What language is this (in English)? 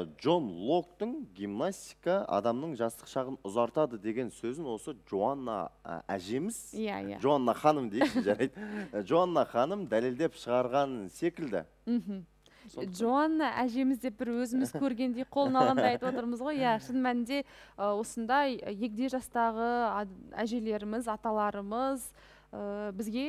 Kazakh